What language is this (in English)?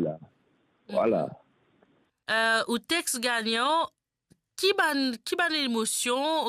Morisyen